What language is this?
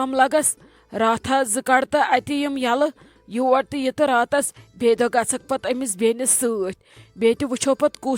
Kashmiri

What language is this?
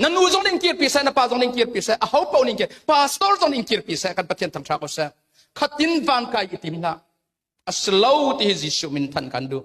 Hakha Chin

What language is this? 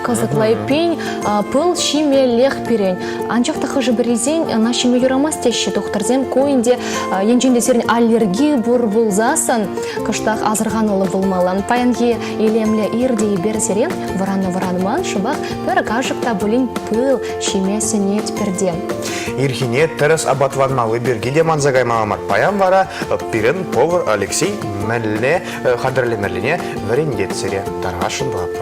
Chuvash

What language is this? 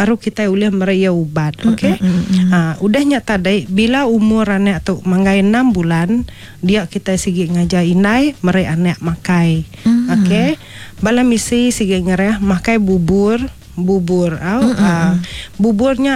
Iban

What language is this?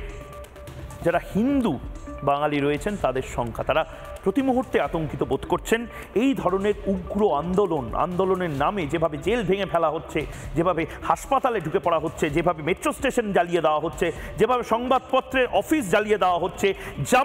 Bangla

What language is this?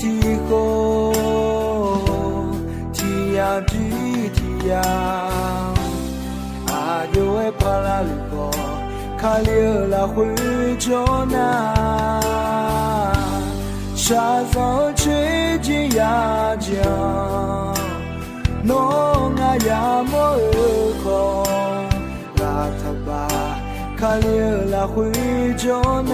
Akha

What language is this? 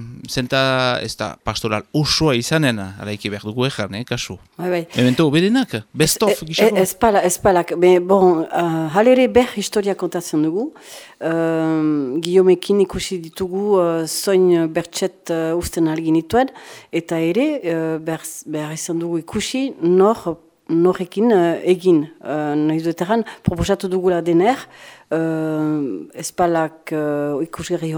Basque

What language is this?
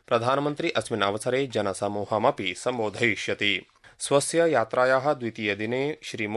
Sanskrit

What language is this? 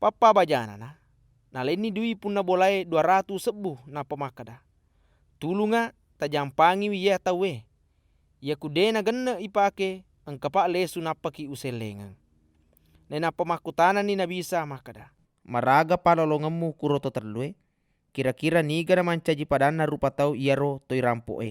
Buginese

